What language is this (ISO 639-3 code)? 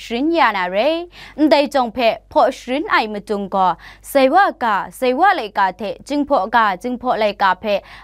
kac